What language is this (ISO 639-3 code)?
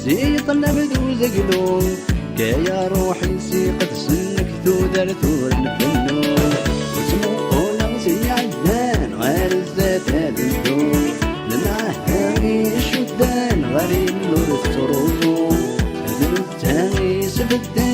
kab